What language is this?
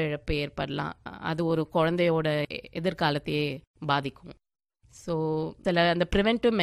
Tamil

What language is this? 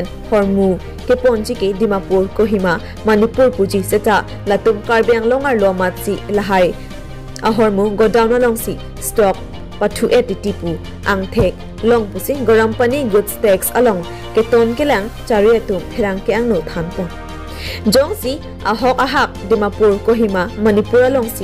Karbi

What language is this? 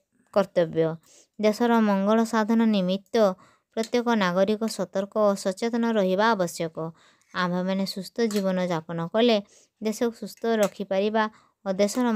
Odia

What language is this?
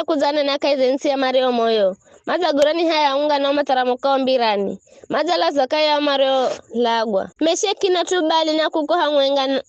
Giryama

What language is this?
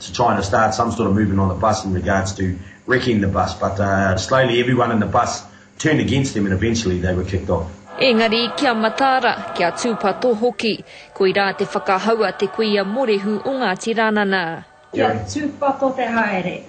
Māori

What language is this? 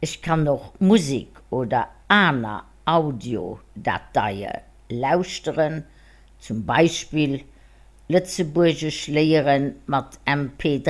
Luxembourgish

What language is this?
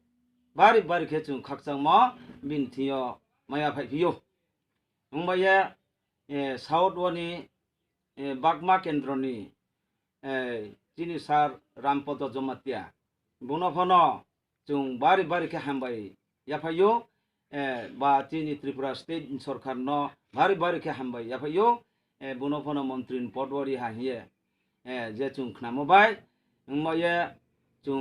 Riang (India)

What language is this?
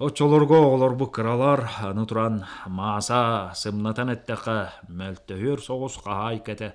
Yakut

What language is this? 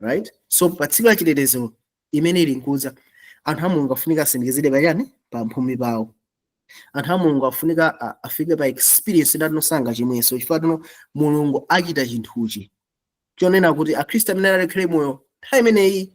Nyanja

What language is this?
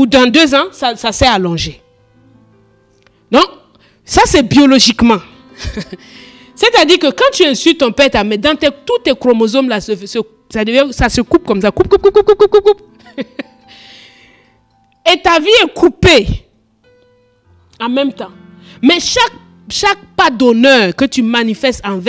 French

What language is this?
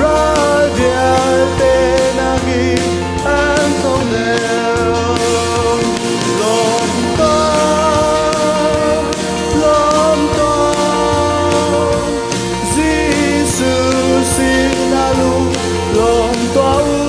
Hakha Chin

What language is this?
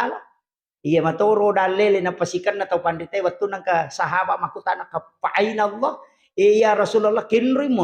Buginese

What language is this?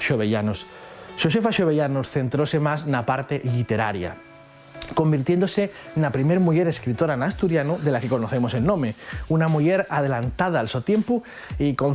Asturian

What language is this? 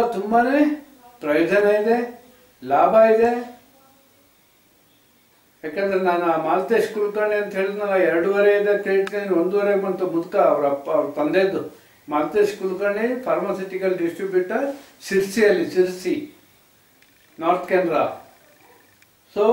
Kannada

